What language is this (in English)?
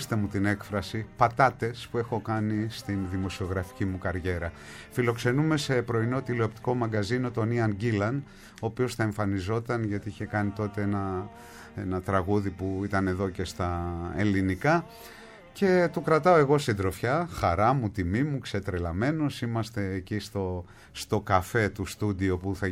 Greek